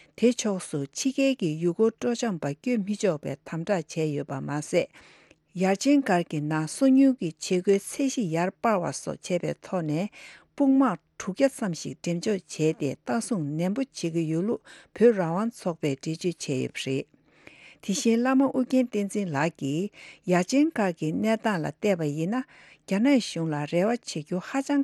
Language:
Tibetan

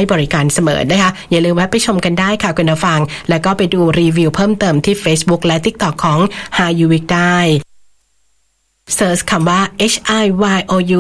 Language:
Thai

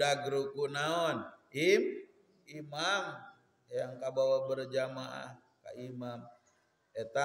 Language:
Sundanese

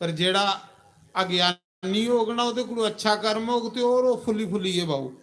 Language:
Dogri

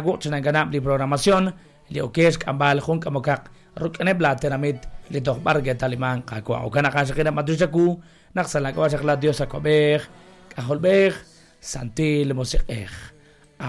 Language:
Kekchí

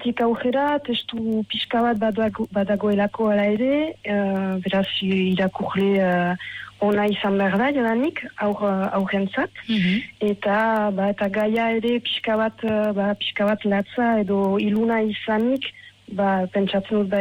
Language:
Basque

